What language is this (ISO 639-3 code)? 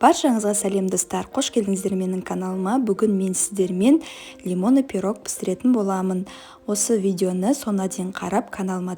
kaz